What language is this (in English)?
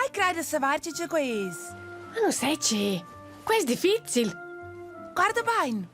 Romansh